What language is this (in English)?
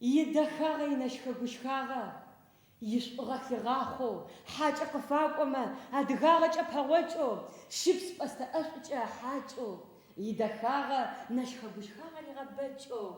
Adyghe